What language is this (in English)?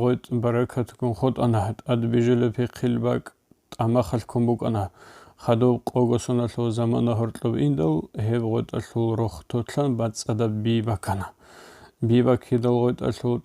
Avaric